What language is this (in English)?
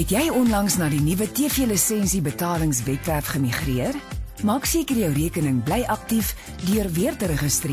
Afrikaans